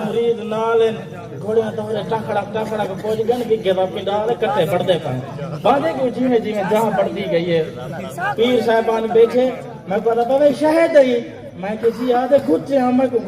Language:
Saraiki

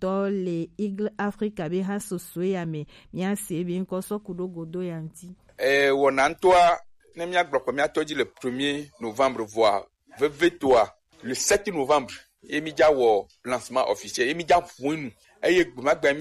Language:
Gen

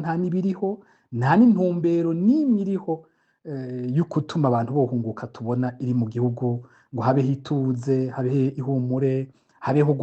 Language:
Rundi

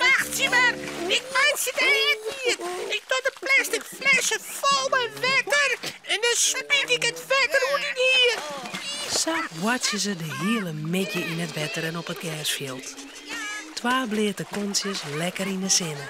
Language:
Western Frisian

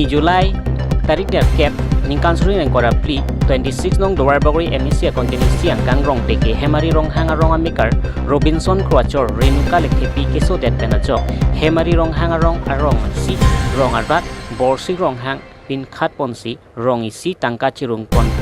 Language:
Karbi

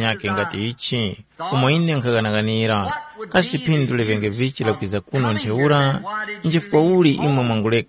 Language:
Tumbuka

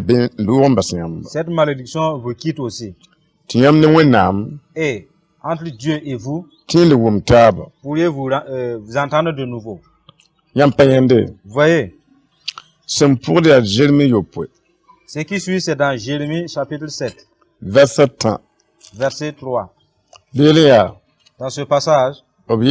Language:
Mossi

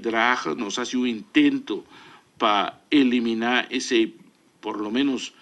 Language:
Papiamento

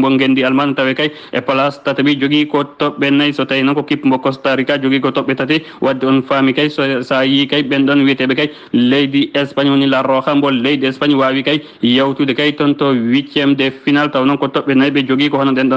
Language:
Fula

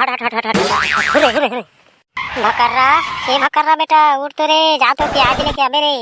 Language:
Chhattisgarhi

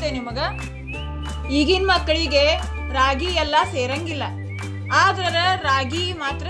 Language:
Kannada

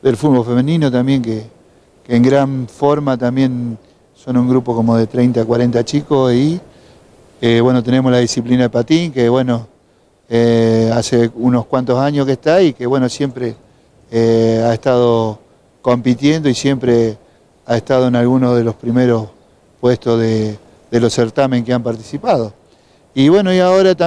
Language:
Spanish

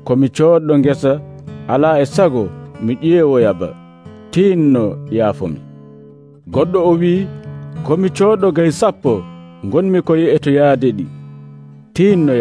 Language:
Nigerian Fulfulde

